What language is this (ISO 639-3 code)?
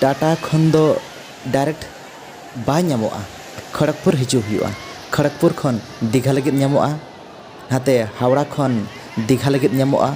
sat